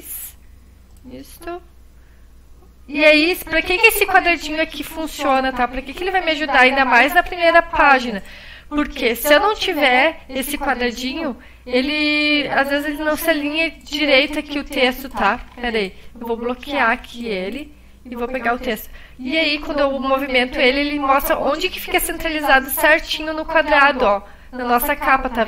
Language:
Portuguese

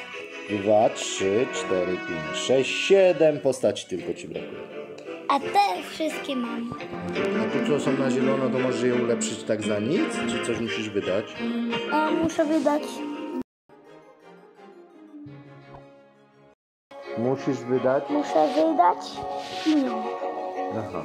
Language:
Polish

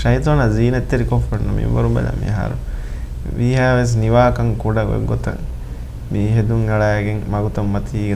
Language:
Divehi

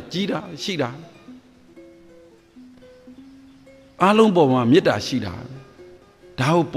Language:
Burmese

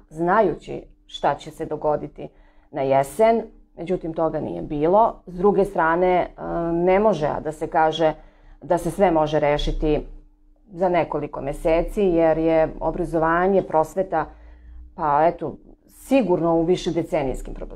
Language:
Serbian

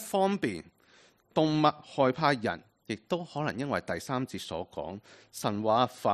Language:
Cantonese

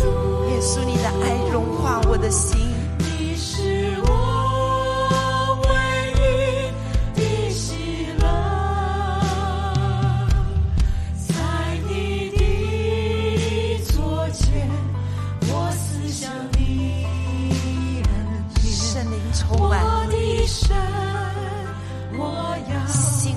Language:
Chinese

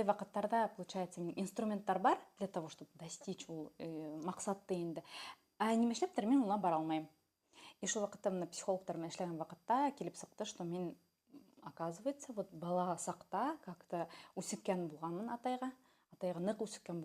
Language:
Bashkir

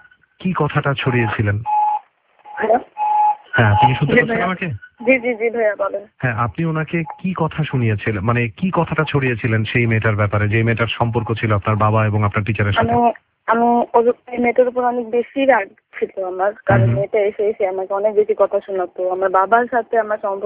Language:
Bangla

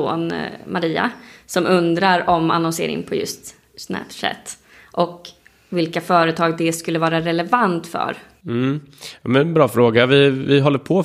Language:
Swedish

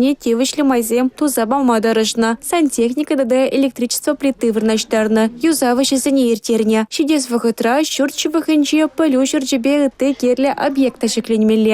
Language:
Chuvash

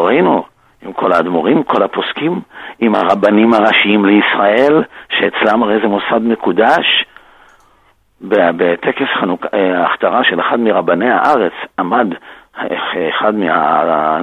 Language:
Hebrew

